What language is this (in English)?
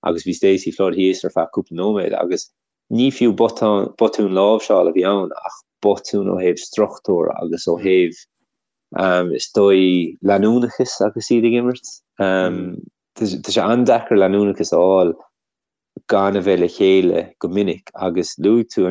Irish